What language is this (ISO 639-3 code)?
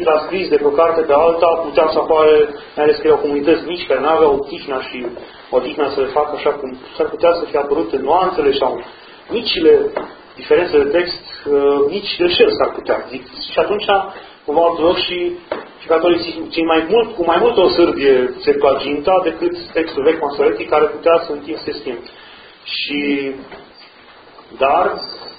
ron